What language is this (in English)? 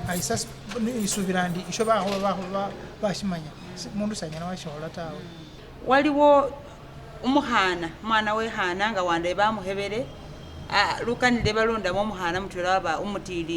Masaaba